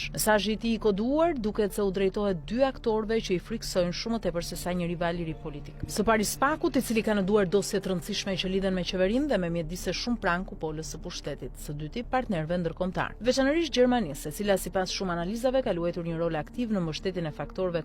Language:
Albanian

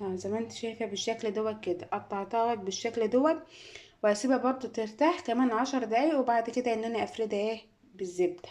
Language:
Egyptian Arabic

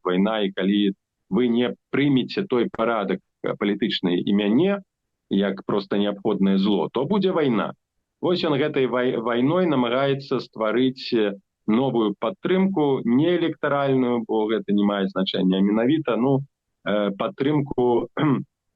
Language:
Belarusian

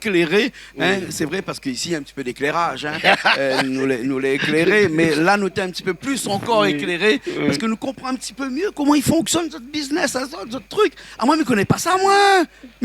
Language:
Réunion Creole French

